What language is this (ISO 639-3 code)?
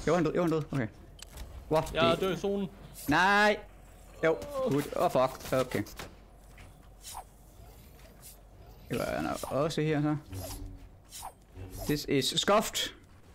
dan